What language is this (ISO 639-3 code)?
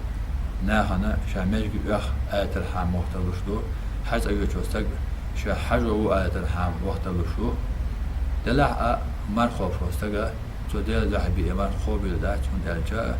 che